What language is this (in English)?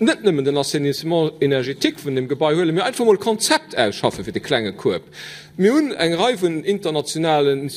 Luxembourgish